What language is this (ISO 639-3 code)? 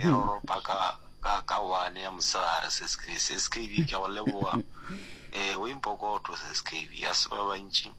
nso